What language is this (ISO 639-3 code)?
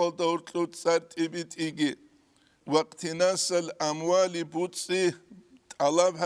ava